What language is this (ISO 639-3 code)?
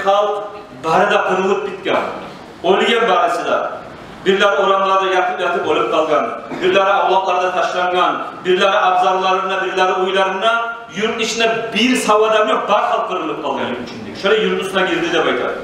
kum